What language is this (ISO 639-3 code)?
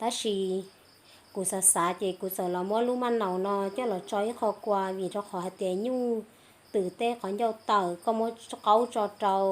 hmn